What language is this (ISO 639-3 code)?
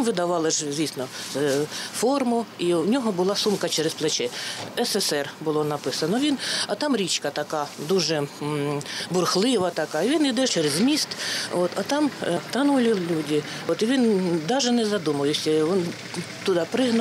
ukr